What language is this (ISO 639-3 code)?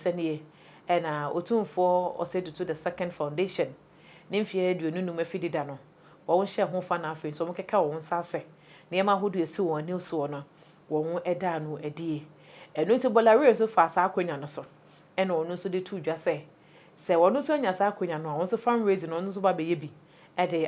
aka